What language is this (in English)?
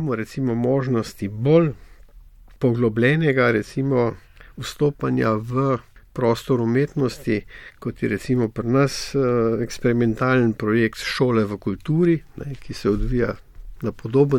Slovenian